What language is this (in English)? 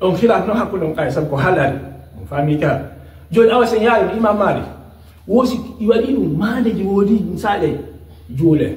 Fula